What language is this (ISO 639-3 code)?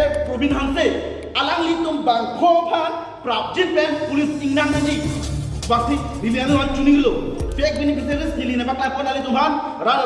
mjw